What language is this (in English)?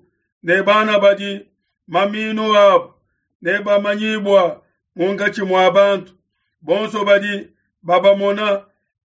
Luba-Lulua